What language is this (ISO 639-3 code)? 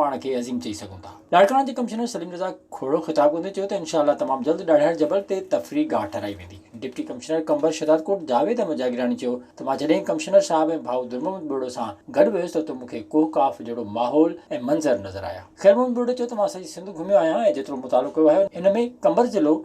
snd